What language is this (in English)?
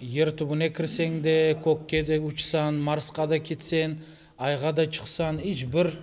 Crimean Tatar